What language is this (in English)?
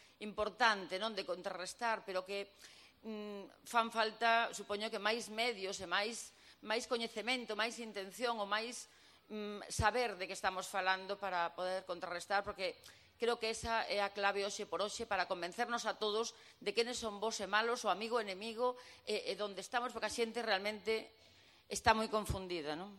Galician